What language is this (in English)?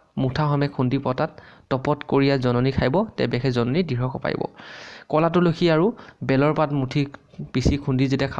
Assamese